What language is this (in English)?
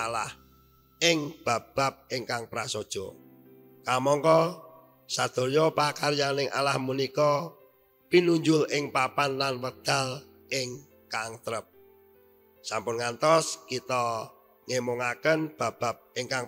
Javanese